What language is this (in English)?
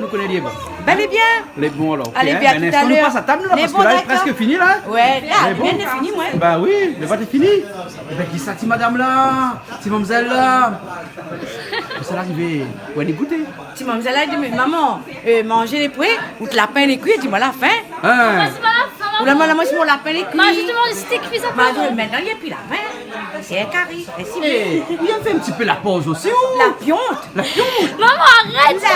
Réunion Creole French